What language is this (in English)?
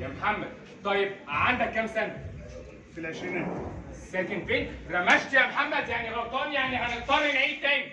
Egyptian Arabic